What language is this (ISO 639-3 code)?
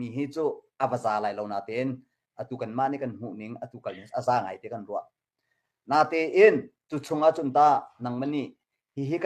cnh